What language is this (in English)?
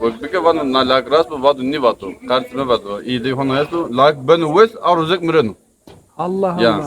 Zaza